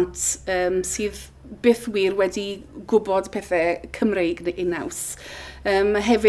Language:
Welsh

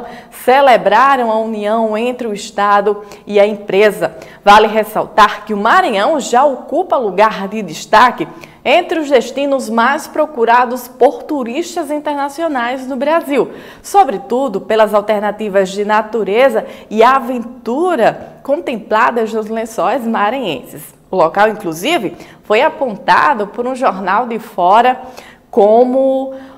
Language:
Portuguese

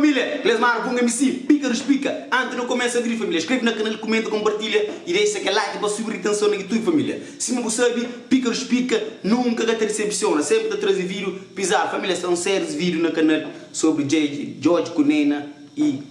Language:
Kabuverdianu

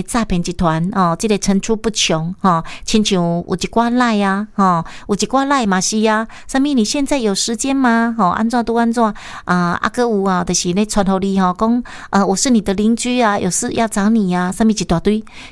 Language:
Min Nan Chinese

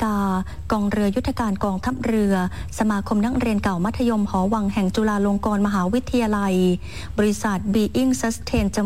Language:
Thai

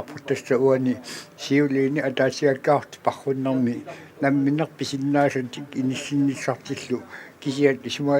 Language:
Kalaallisut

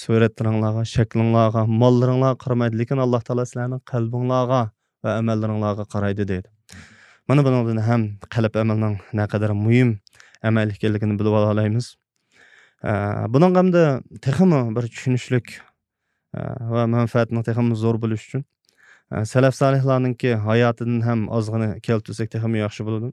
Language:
Uyghur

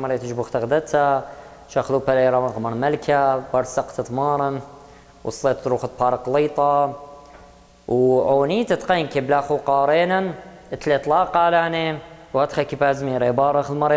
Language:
Assyrian Neo-Aramaic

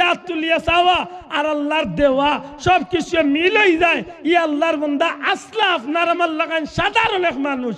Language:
Sylheti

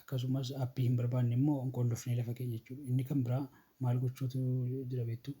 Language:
Oromo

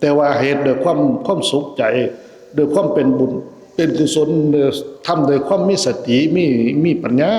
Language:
Lao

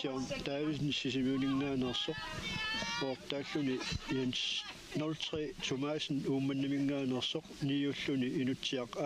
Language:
Kalaallisut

